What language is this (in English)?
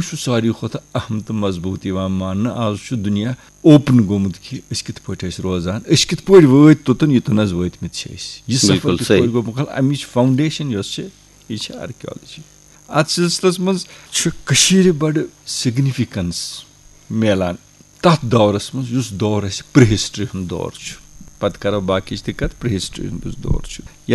Kashmiri